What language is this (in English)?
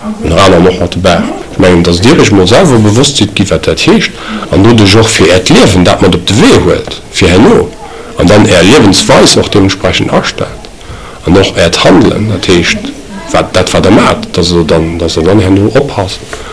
Luxembourgish